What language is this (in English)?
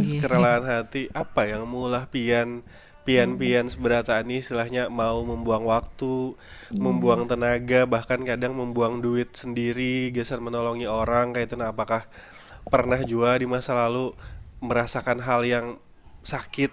Banjar